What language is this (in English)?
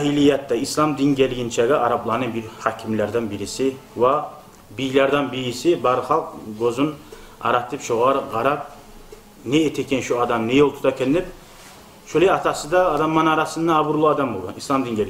Kumyk